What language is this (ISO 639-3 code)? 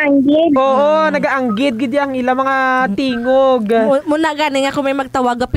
hil